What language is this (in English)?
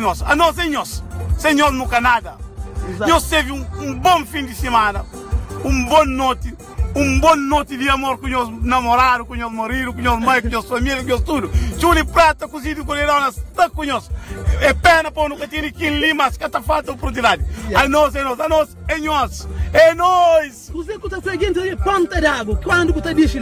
Kabuverdianu